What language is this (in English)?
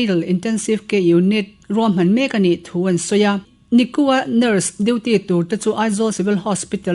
Mizo